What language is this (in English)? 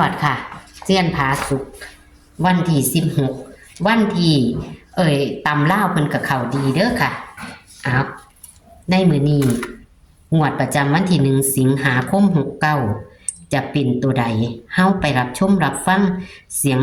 Northeastern Thai